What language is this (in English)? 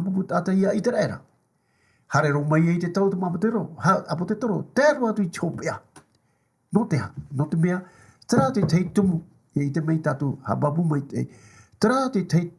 Tahitian